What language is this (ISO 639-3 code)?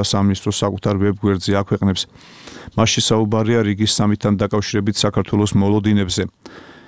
kat